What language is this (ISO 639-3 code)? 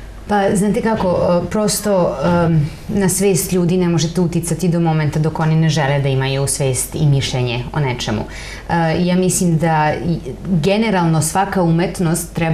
srp